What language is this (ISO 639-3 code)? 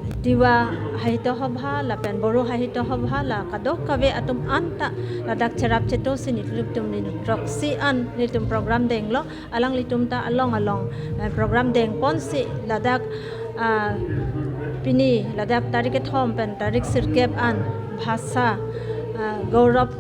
mjw